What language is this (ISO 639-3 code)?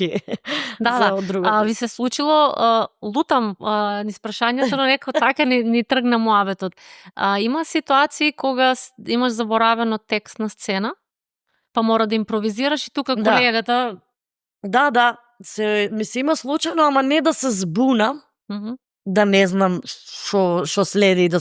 mkd